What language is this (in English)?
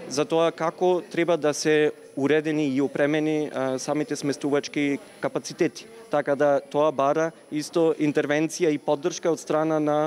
Macedonian